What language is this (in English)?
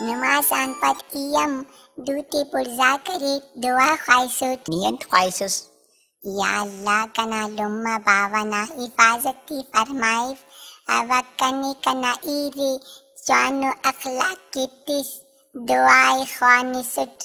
Brahui